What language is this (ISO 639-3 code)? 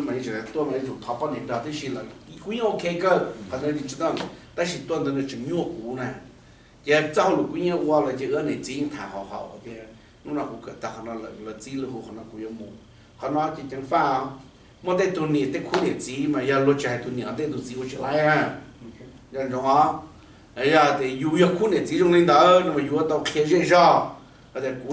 hmn